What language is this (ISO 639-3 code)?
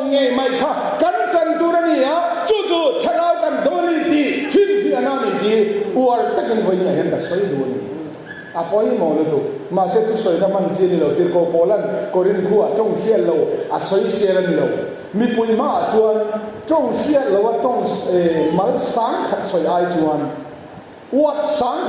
lus